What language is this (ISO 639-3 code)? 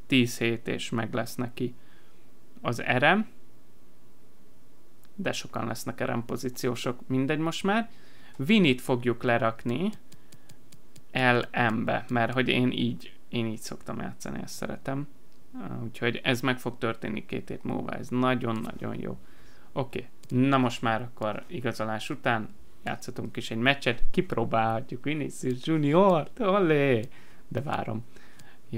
hun